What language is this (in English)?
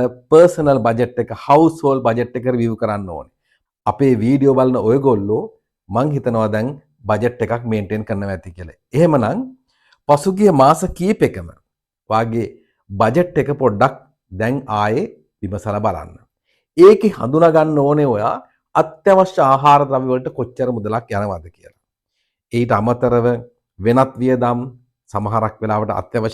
Sinhala